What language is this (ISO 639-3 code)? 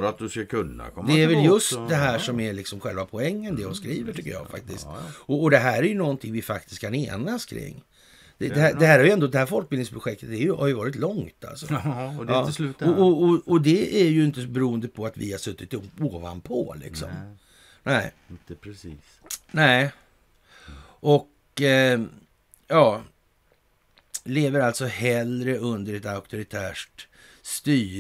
swe